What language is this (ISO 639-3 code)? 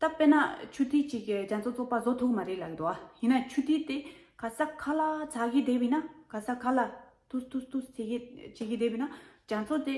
bod